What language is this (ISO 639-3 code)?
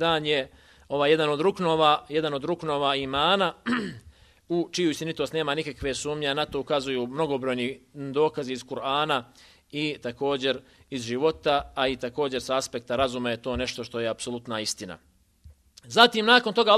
bos